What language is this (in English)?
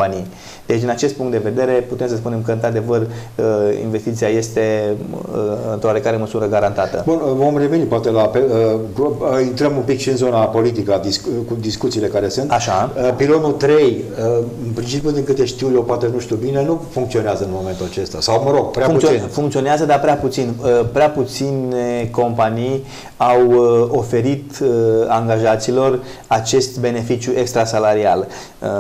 Romanian